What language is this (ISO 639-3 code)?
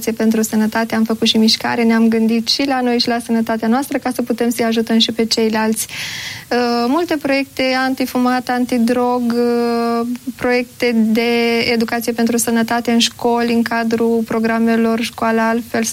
ron